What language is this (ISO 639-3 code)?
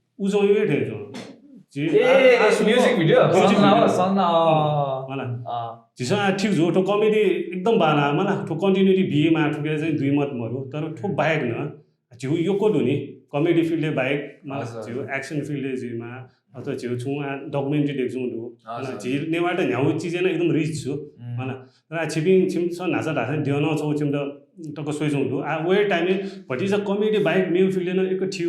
new